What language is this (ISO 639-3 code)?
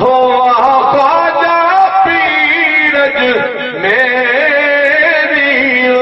skr